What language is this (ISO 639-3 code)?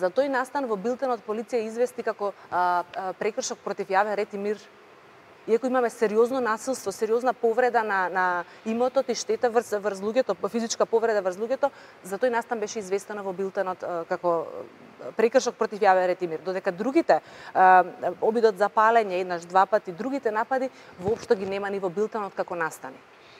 mkd